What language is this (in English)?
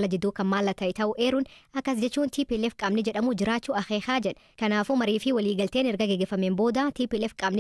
Oromo